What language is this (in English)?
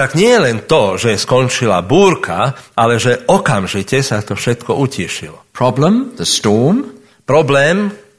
Slovak